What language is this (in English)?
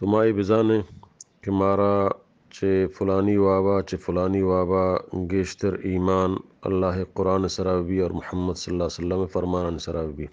Eastern Balochi